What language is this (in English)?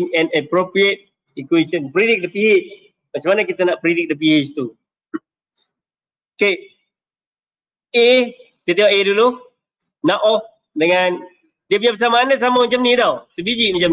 Malay